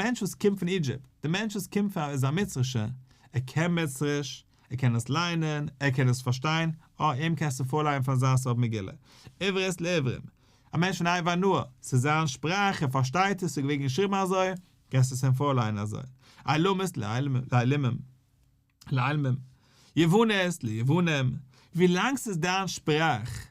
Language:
Yiddish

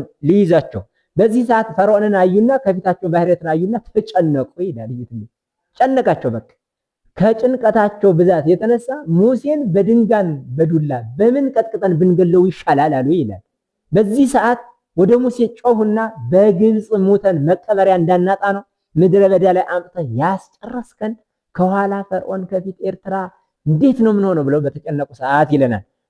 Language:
Amharic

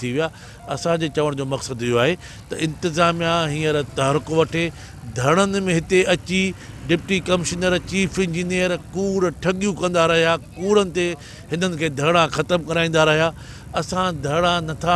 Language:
Sindhi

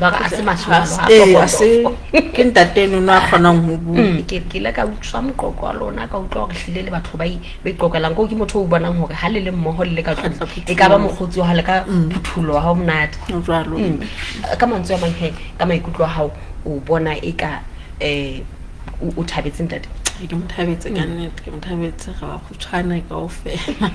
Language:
Southern Sotho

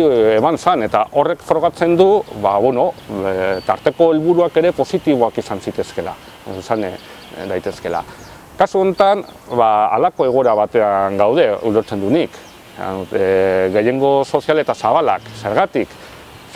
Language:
Basque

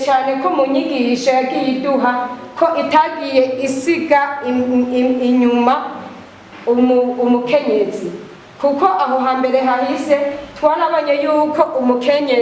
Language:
Rundi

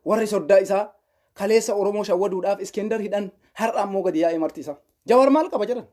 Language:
Oromo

